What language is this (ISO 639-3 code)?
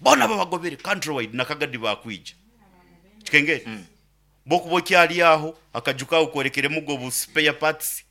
nyn